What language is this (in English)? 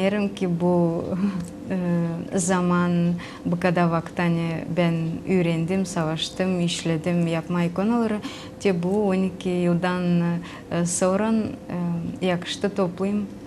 Gagauz